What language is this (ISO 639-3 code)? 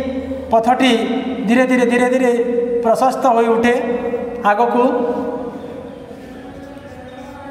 ori